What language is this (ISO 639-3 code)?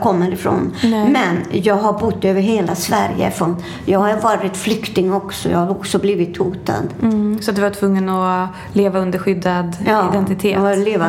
swe